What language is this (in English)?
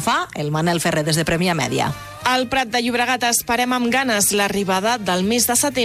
Catalan